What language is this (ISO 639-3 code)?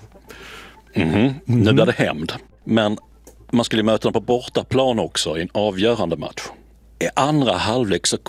swe